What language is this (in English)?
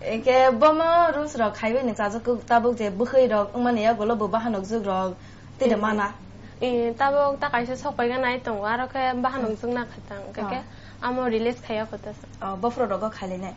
Kok Borok